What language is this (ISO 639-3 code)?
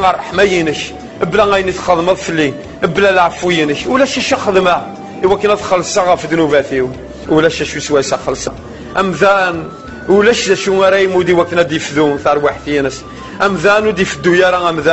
kab